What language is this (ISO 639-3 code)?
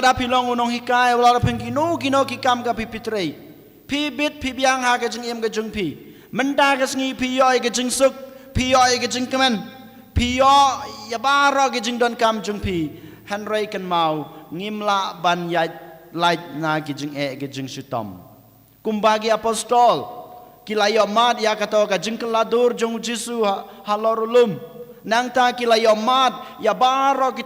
kha